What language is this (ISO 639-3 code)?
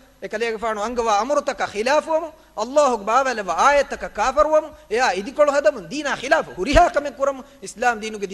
div